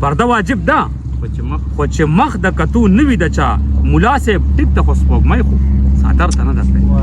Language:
Pashto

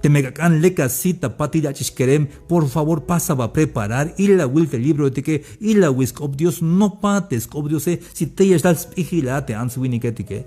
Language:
Tzeltal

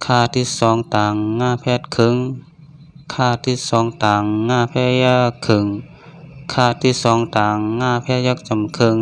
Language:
Shan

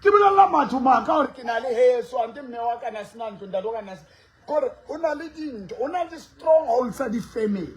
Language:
Southern Sotho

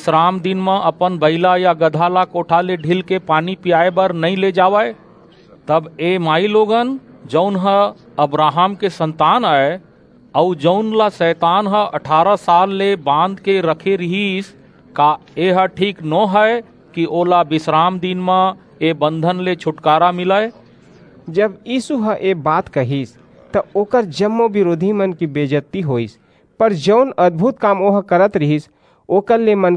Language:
Chhattisgarhi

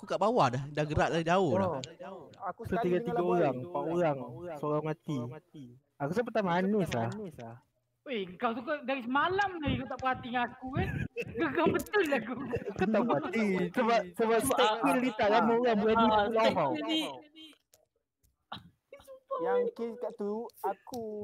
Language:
Malay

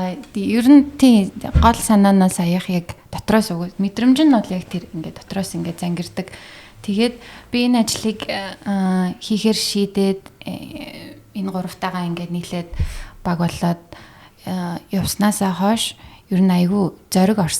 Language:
Mongolian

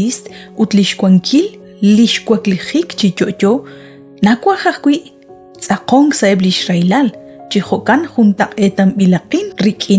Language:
Kekchí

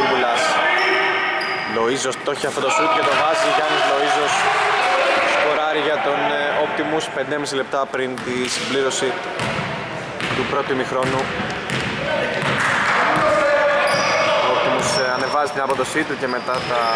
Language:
Greek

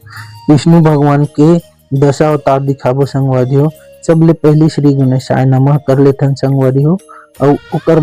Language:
Chhattisgarhi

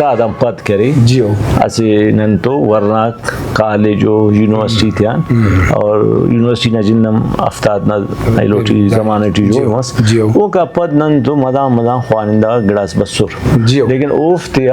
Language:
Brahui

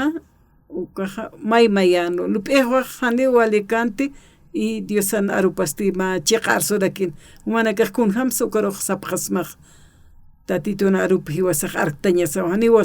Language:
Aymara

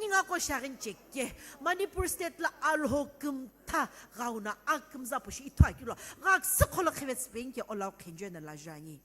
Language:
Sumi Naga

